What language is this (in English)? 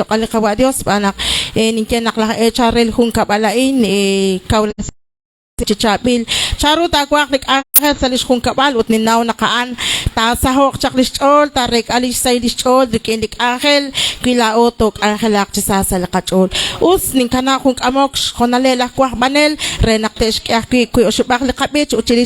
Kekchí